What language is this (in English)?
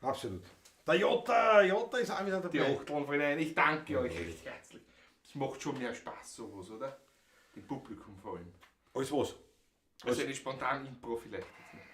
Bavarian